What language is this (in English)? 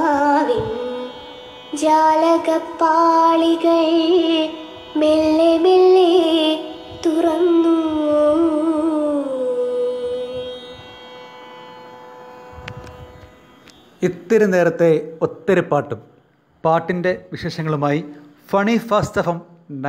Malayalam